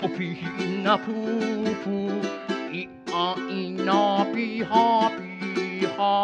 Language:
Hawaiian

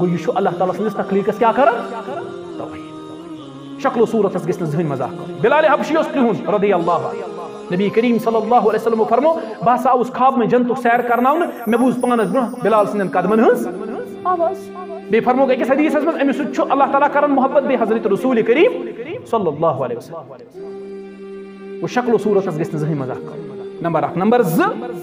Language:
Kashmiri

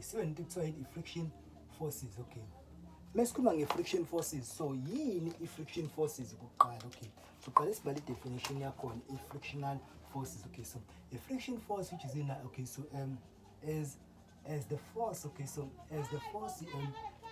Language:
Zulu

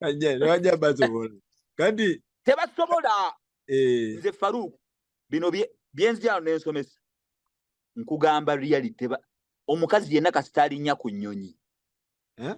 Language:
Ganda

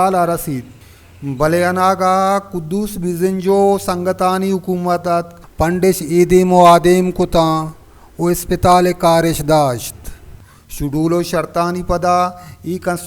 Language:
Baluchi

